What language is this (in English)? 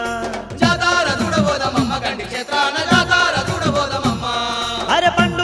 Telugu